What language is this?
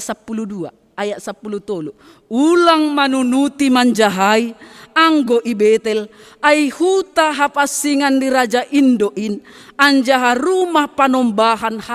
Batak Simalungun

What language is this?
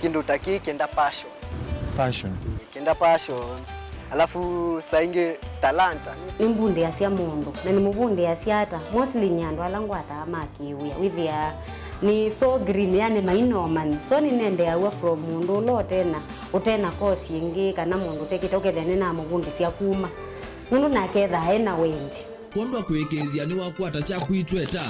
Kamba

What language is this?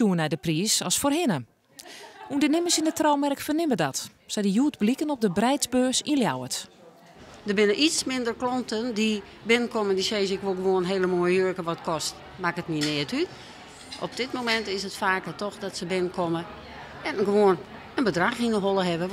Western Frisian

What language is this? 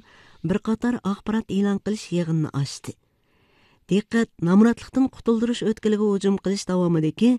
Uyghur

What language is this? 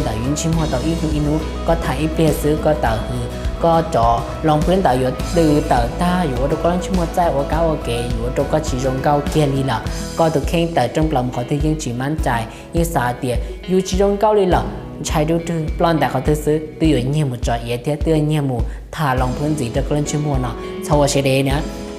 Hmong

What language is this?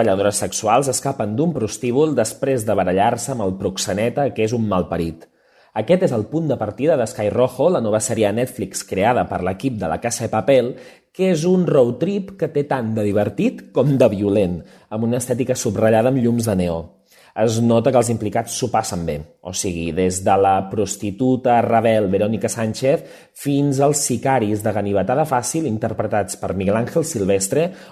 Catalan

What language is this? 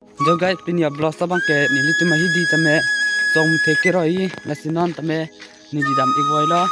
Karbi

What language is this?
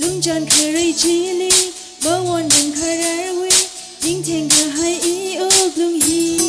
Tangkhul Naga (India)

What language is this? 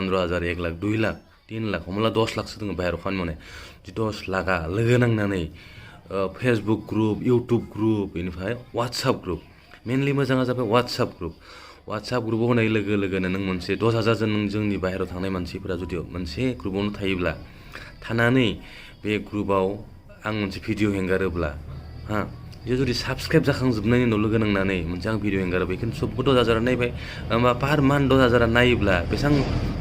Bodo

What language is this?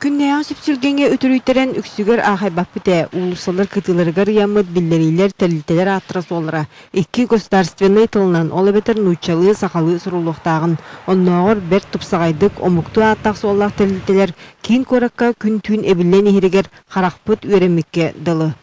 Yakut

